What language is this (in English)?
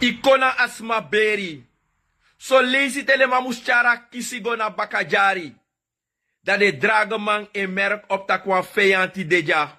Sranan Tongo